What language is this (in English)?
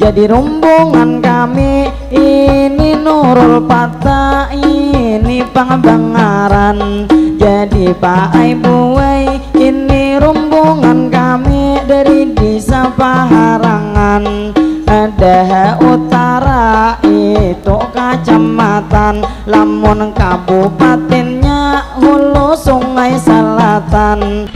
Banjar